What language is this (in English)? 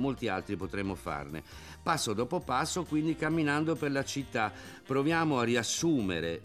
Italian